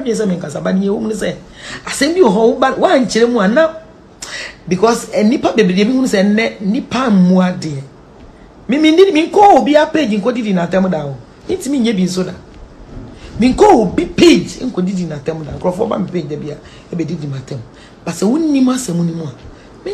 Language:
Akan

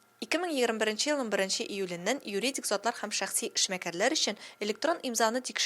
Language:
Tatar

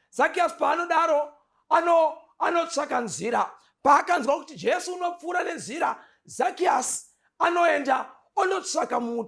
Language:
Shona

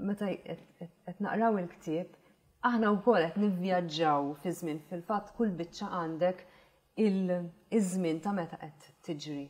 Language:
Maltese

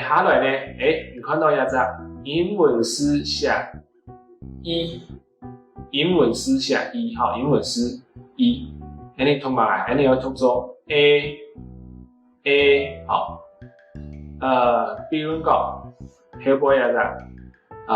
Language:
Hakka Chinese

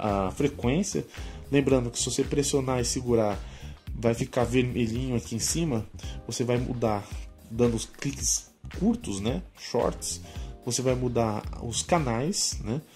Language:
Portuguese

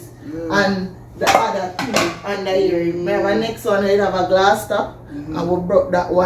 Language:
Jamaican Creole English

